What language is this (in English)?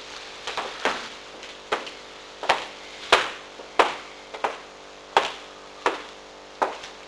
Icelandic